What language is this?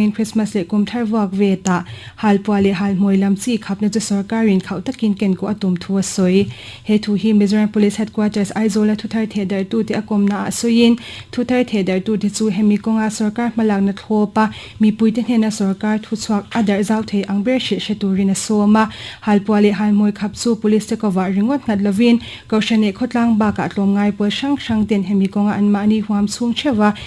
Mizo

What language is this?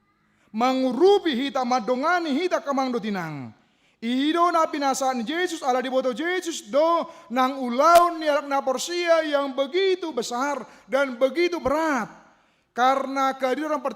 Batak Toba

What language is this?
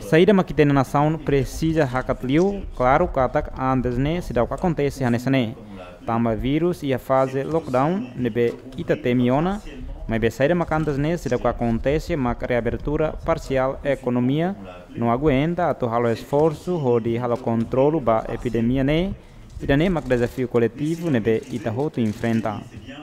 Tetum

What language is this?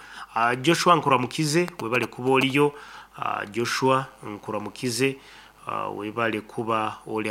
Nyankole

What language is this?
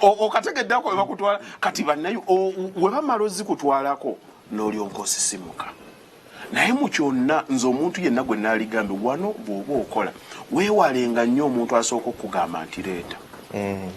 Ganda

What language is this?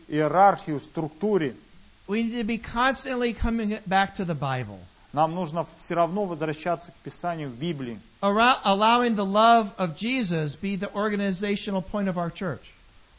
Russian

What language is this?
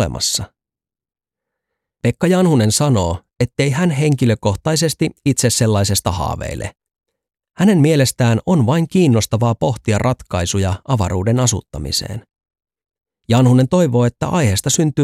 Finnish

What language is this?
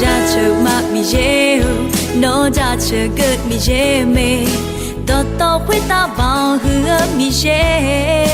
Akha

